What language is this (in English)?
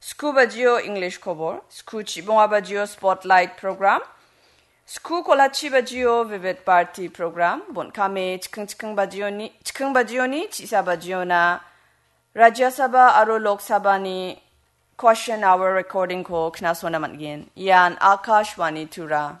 Garo